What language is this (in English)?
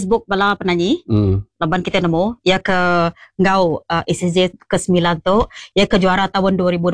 Iban